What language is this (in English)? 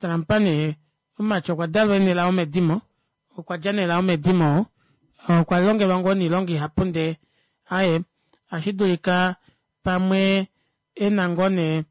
Kuanyama